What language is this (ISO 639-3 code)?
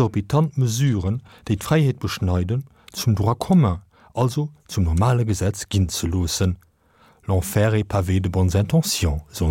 ltz